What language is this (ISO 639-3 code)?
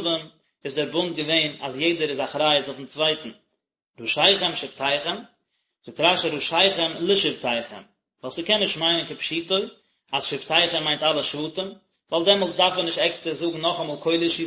yid